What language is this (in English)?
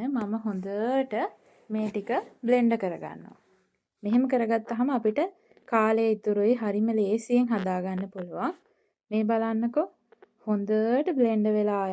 Sinhala